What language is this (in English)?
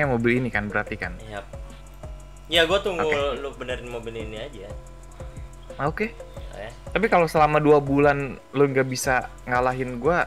Indonesian